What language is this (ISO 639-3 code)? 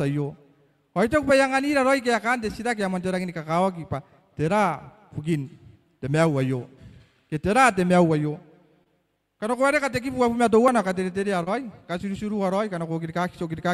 gil